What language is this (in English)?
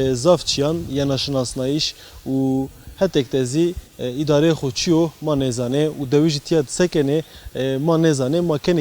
Zaza